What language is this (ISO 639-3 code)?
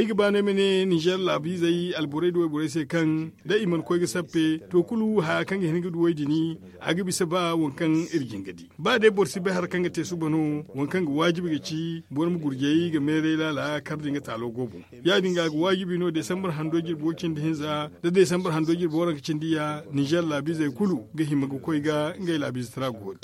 dje